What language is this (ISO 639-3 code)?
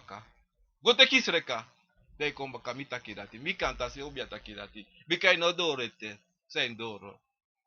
srn